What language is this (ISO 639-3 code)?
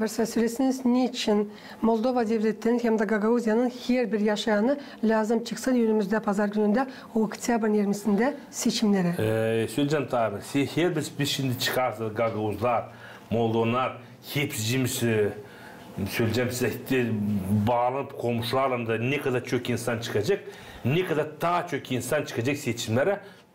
gag